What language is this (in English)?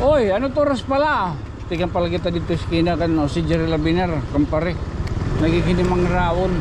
Waray